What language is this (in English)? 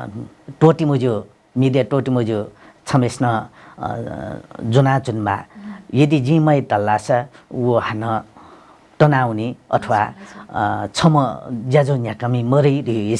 Newari